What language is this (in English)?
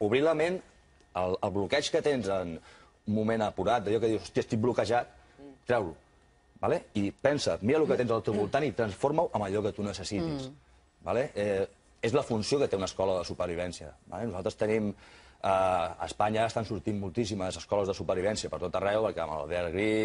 Catalan